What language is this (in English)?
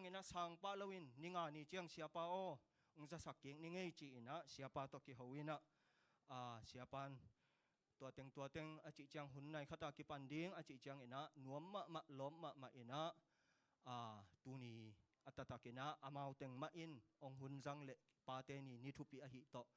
Tedim Chin